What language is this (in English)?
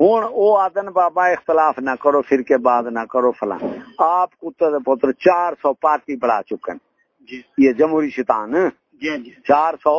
Saraiki